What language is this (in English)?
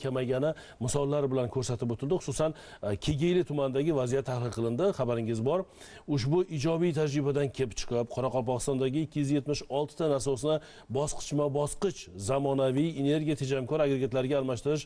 Uzbek